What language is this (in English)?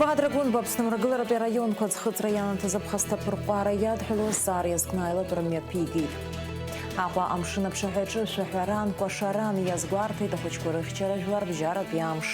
Abkhazian